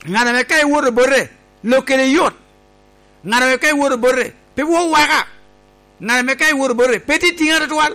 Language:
Lango (Uganda)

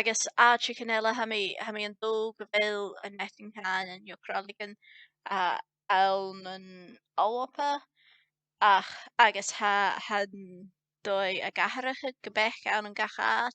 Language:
Scottish Gaelic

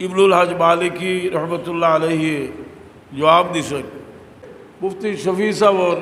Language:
Sylheti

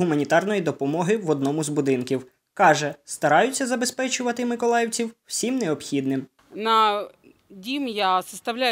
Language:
Ukrainian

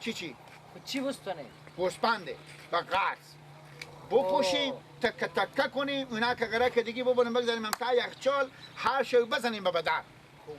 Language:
Persian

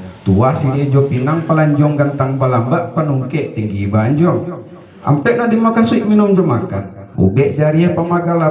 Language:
Minangkabau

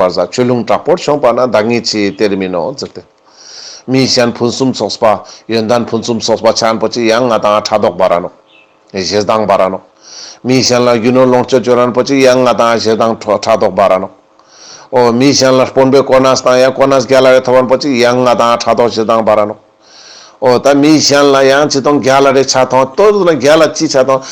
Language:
Ladakhi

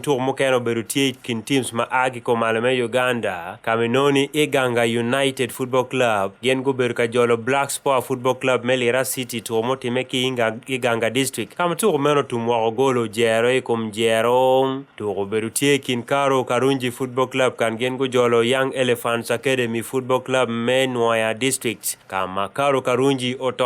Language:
Acoli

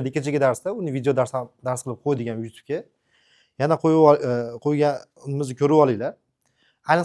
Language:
Uzbek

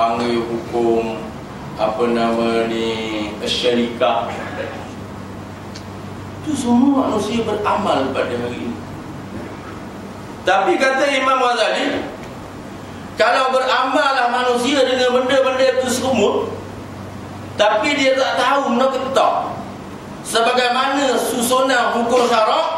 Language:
Malay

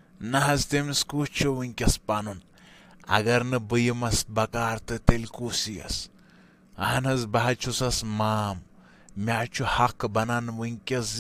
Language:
Kashmiri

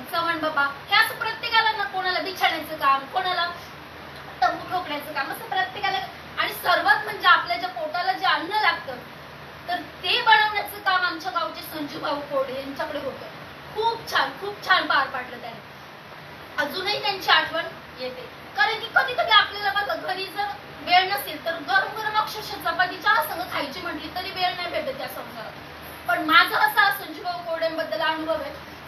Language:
Marathi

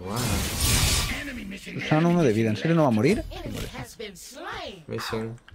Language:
Spanish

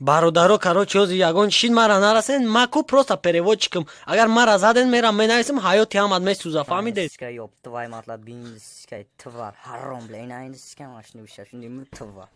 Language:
Tajik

